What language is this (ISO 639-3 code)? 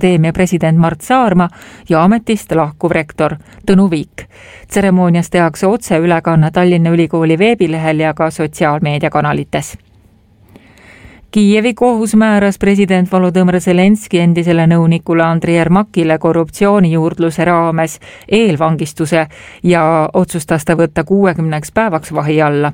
est